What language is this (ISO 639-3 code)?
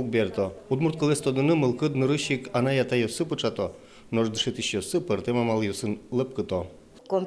udm